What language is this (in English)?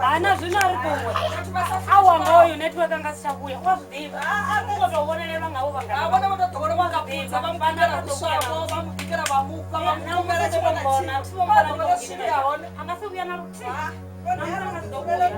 Venda